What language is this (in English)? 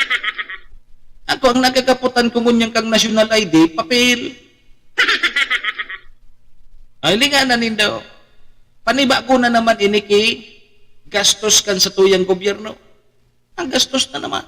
Bikol